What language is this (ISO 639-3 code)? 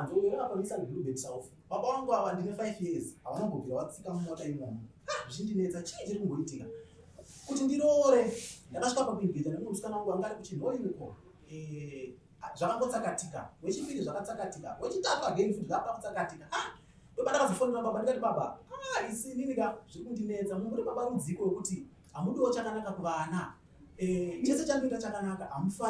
sna